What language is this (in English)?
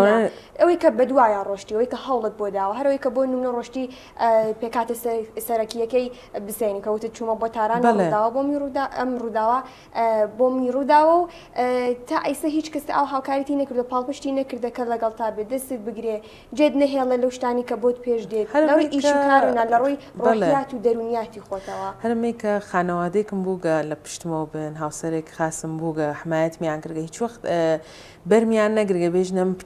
Central Kurdish